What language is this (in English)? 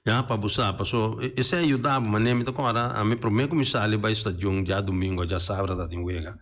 Papiamento